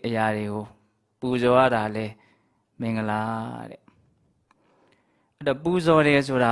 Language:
Burmese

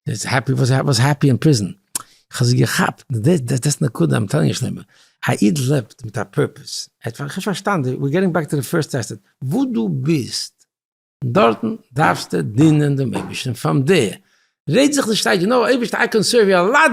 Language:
Yiddish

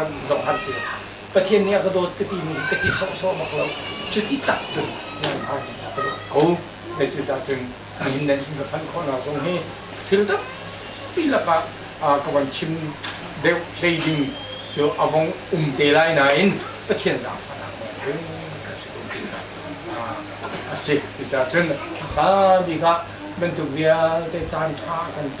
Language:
Hakha Chin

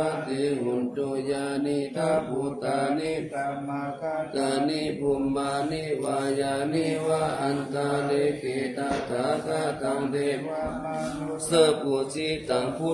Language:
Pali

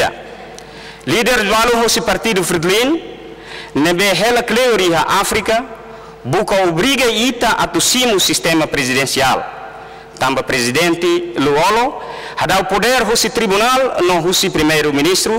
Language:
Tetum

